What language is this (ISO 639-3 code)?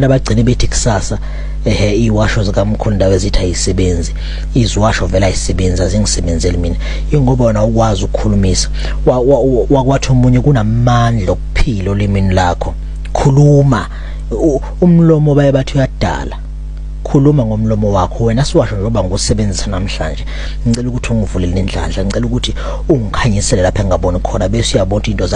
zul